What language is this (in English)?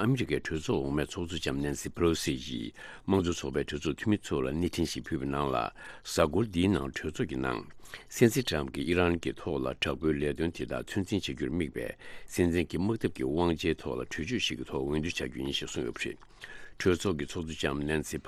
Tibetan